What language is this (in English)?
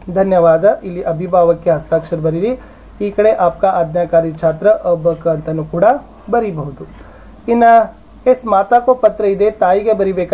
Kannada